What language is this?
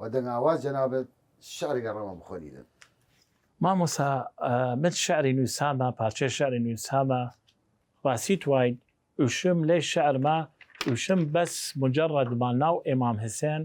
Southern Kurdish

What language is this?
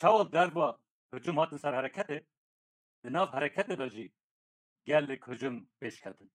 Kurdish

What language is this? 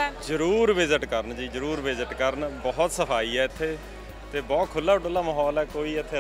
Punjabi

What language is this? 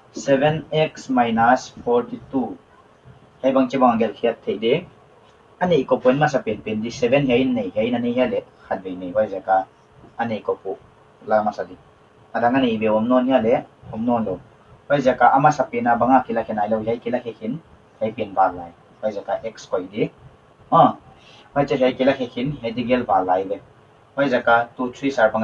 Paite Chin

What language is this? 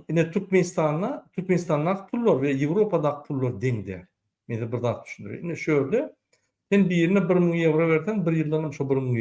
Turkmen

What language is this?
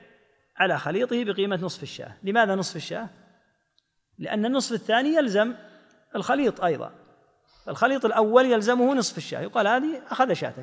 Arabic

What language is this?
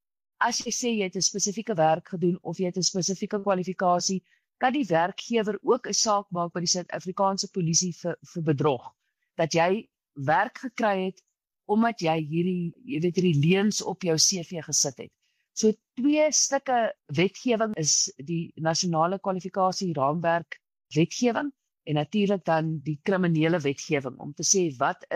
Afrikaans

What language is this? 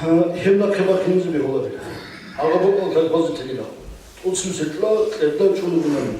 Avaric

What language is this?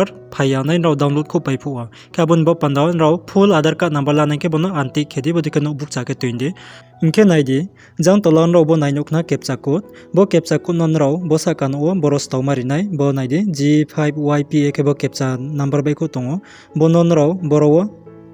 Riang (India)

